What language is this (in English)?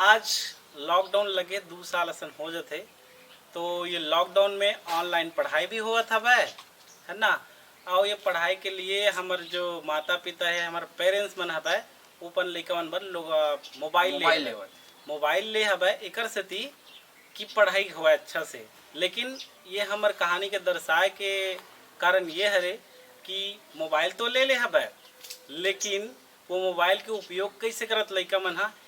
Chhattisgarhi